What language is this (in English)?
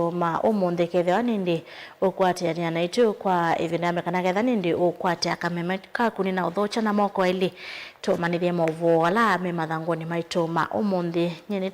Kamba